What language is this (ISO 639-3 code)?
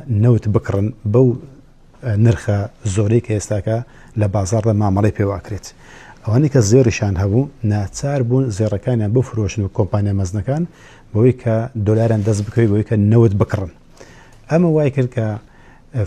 ckb